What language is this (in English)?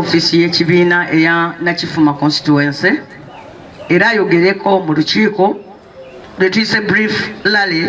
Ganda